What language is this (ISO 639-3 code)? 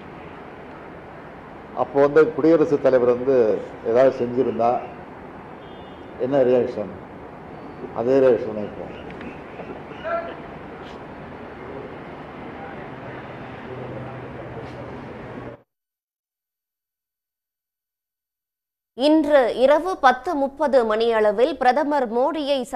tam